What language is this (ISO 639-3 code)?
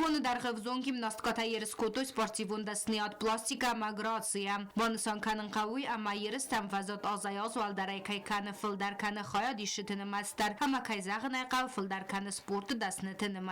oss